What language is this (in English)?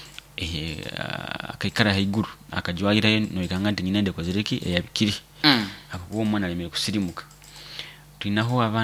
Nyoro